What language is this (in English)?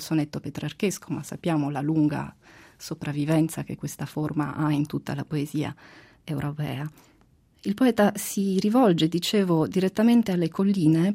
Italian